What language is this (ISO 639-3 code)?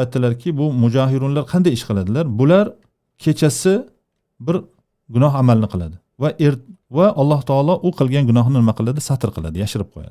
uzb